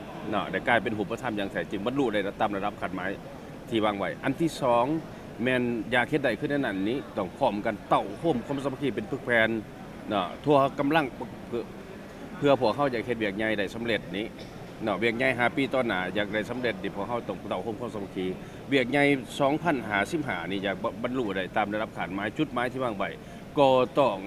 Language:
Lao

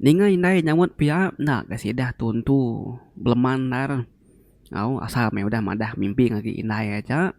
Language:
Iban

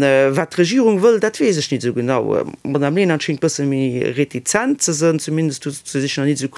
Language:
Luxembourgish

